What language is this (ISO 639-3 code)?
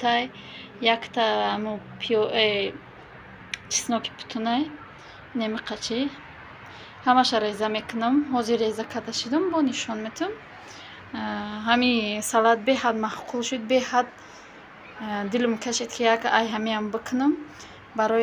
tgk